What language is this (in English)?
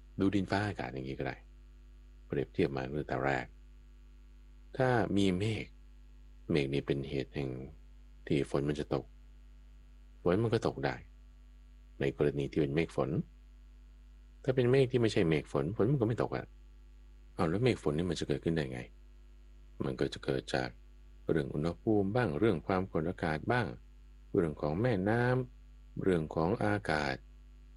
Thai